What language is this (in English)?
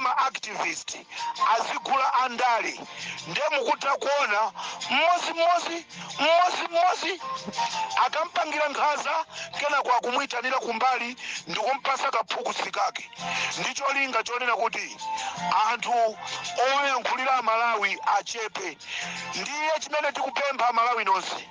Nyanja